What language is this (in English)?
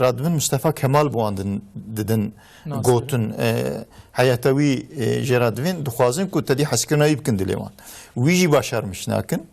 Kurdish